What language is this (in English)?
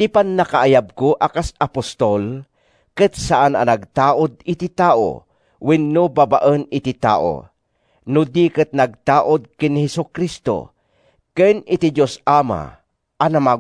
Iloko